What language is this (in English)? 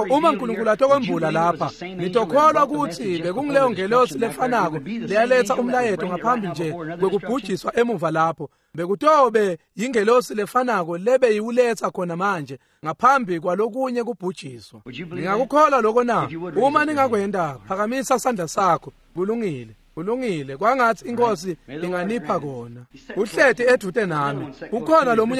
Swati